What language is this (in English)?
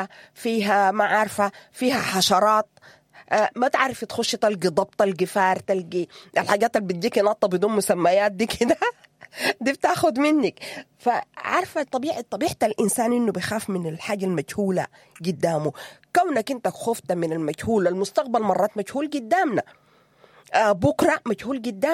Sudanese Arabic